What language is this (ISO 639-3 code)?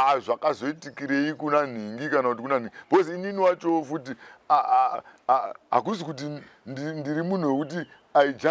sna